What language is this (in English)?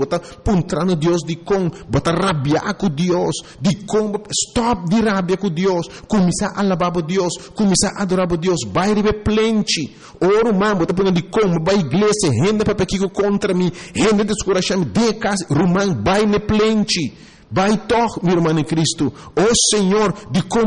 Papiamento